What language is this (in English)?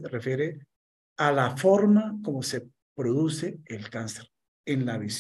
Spanish